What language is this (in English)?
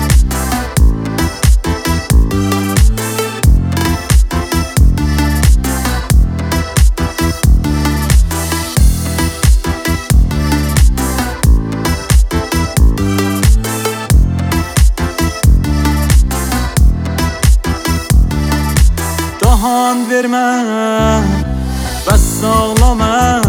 Turkish